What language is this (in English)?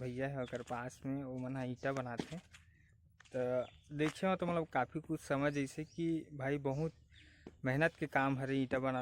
Chhattisgarhi